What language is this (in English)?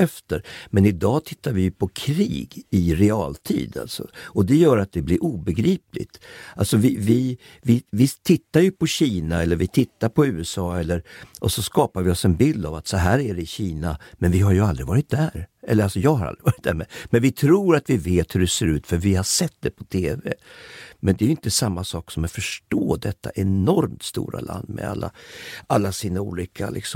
Swedish